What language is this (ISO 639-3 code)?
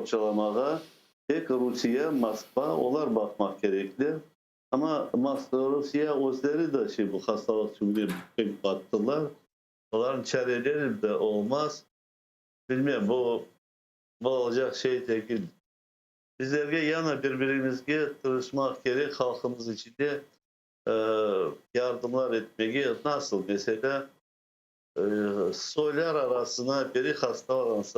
crh